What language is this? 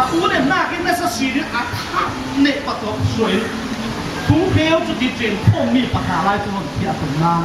Falam Chin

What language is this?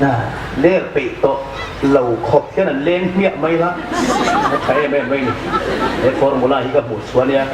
Hmar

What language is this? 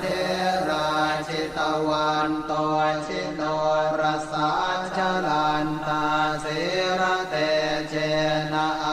Pali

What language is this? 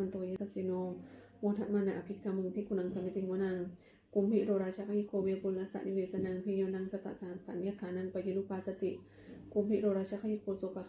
Pali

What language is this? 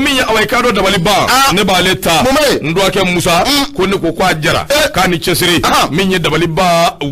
Bambara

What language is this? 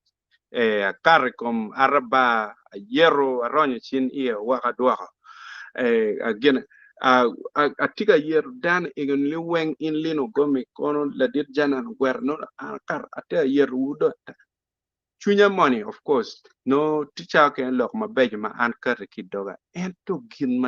Acoli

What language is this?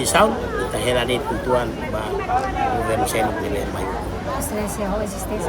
Tetum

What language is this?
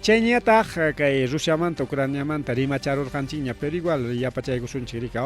Ayacucho Quechua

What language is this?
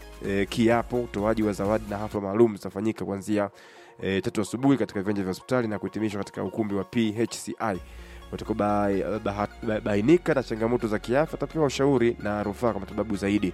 Swahili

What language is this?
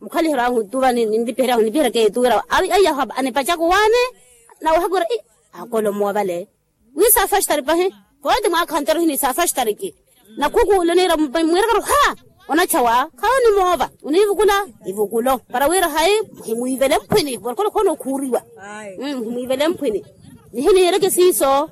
Makhuwa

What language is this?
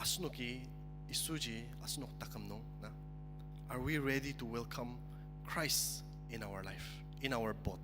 Ao Naga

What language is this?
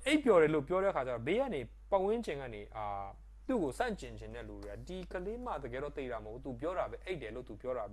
Burmese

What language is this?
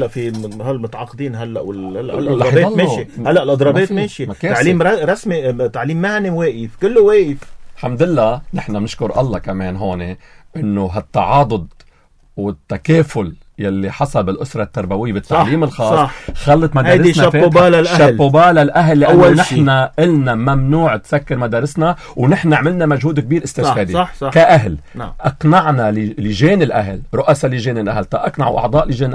North Levantine Arabic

